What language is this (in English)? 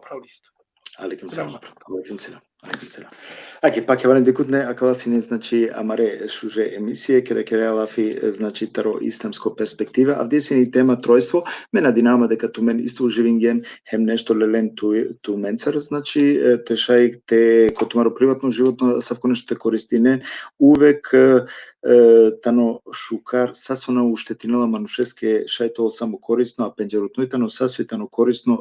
Balkan Romani